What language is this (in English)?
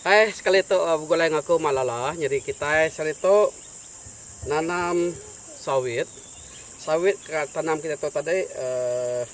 Iban